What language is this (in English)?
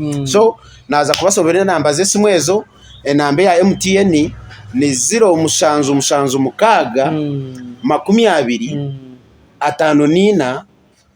Nyankole